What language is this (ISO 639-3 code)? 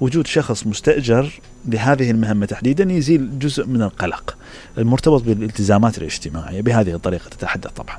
acm